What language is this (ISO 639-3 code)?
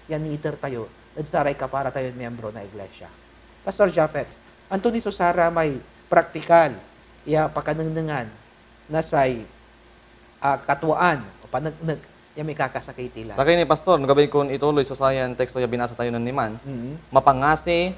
pag